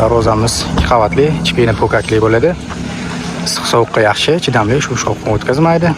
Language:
Uzbek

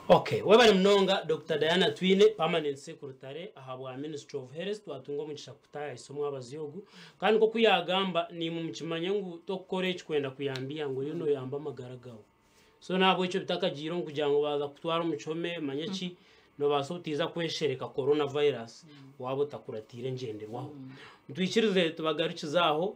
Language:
Nyankole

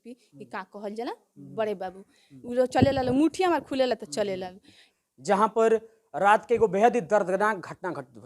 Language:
Bhojpuri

